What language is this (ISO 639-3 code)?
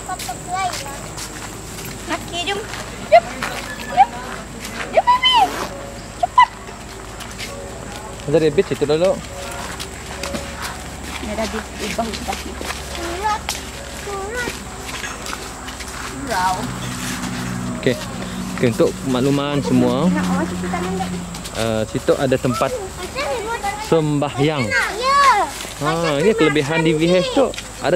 msa